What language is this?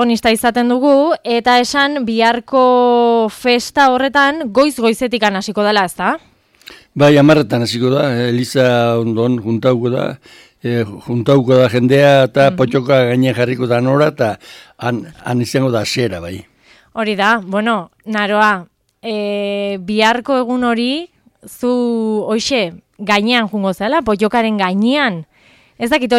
Basque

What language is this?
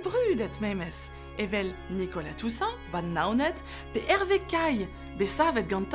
Breton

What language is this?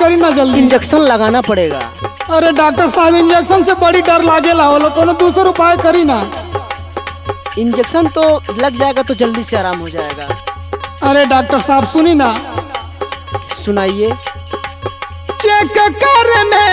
Bhojpuri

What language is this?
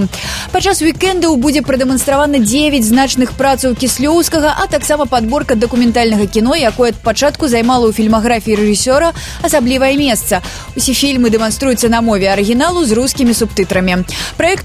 Belarusian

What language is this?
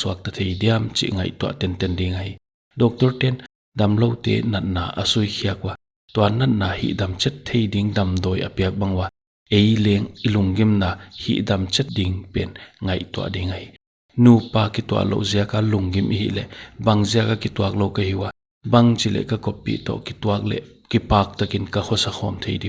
Paite Chin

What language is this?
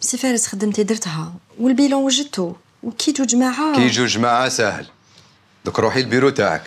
Algerian Arabic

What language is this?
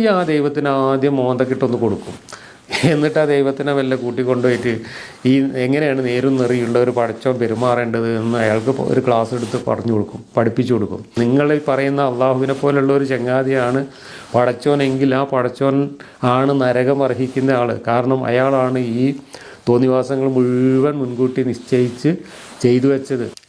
Malayalam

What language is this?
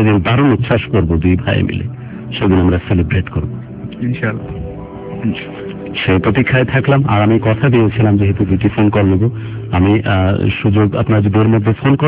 Bangla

